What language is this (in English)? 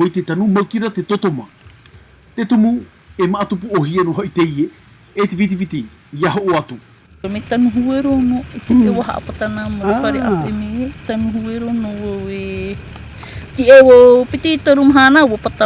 Tahitian